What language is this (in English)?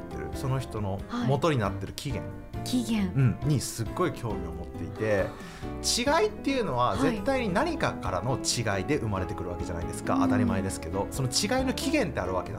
Japanese